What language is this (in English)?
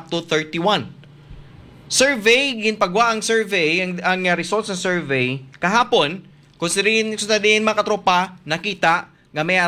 Hiligaynon